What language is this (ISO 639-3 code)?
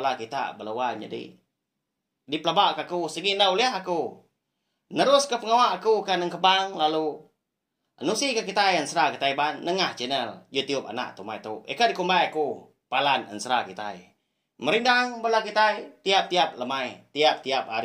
iba